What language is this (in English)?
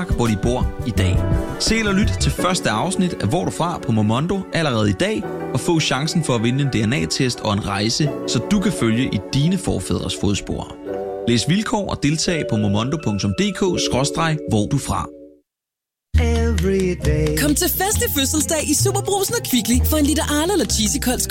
Danish